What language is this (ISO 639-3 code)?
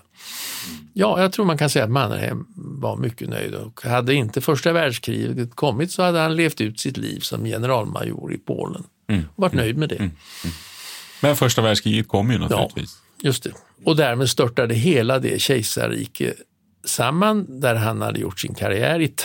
swe